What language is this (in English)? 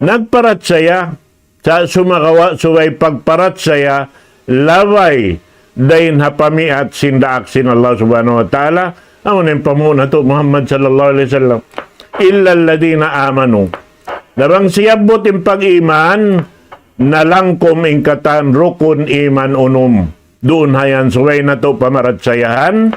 Tausug